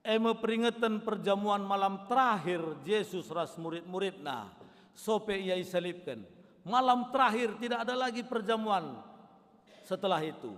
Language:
Batak Karo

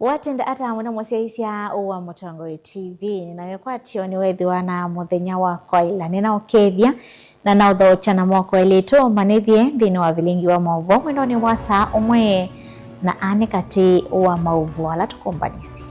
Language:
Kamba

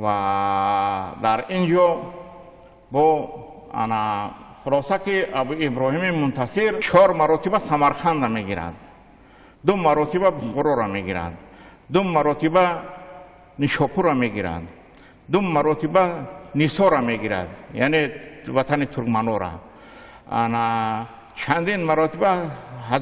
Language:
Tajik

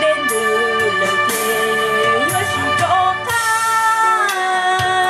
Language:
Hmong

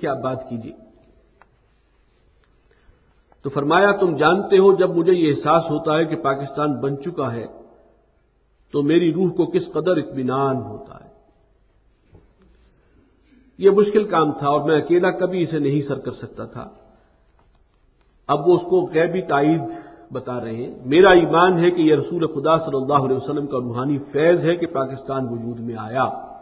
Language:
Urdu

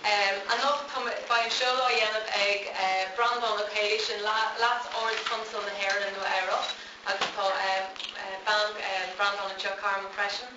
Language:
Irish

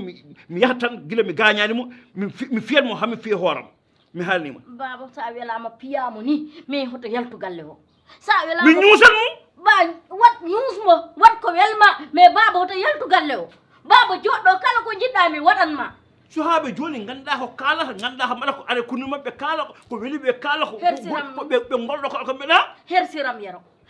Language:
Fula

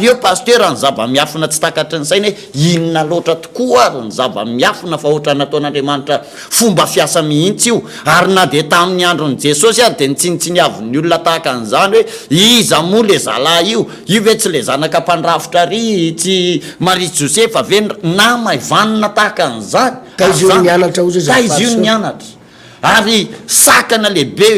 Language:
Malagasy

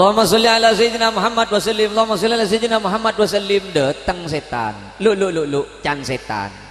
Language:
Madurese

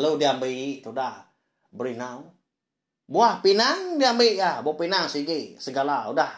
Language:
Iban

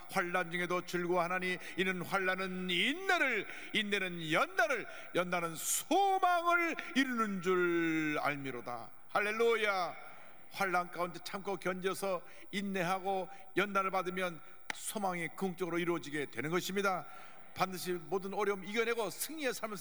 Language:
Korean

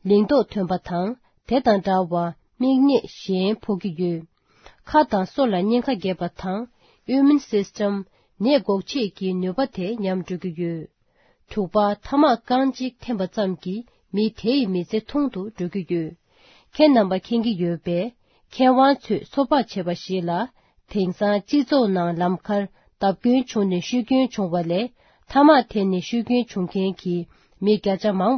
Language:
Tibetan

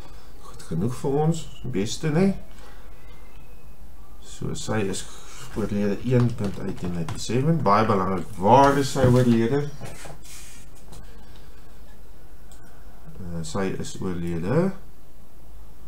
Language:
Afrikaans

